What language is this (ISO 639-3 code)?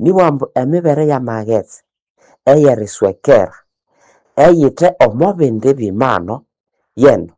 nnb